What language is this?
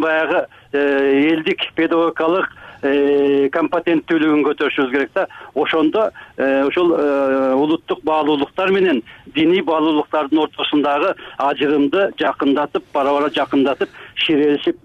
Kyrgyz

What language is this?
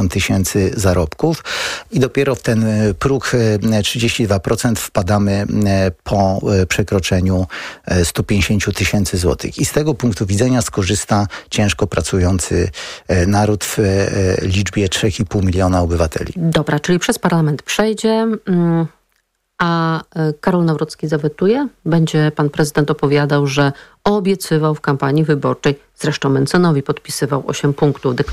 Polish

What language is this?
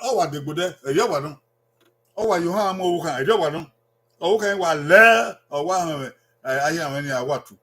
Bini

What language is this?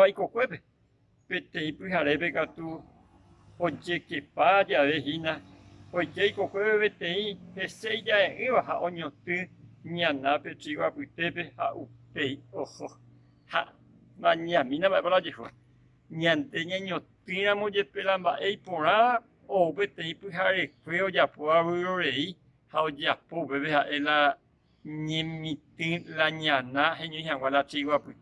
Guarani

